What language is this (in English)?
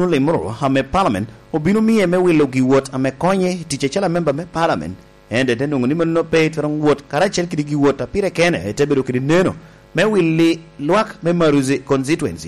Lango (Uganda)